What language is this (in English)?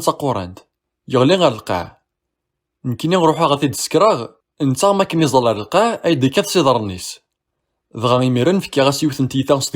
Kabyle